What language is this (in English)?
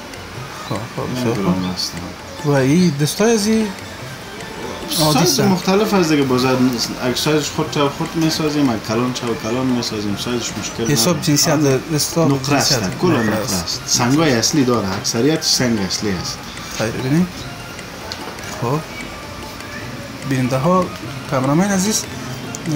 Persian